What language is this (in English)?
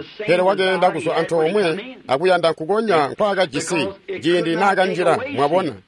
Tonga (Zambia)